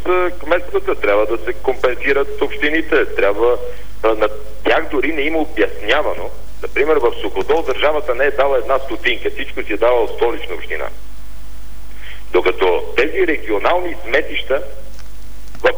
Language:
Bulgarian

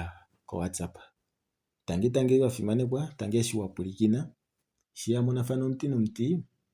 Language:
Kuanyama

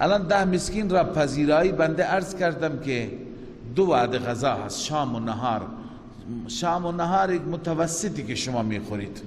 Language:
Persian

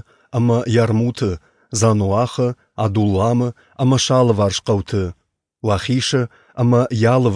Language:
Ossetic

